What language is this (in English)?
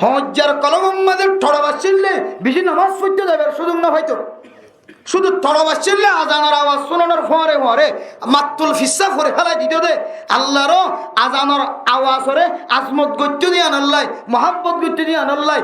Rohingya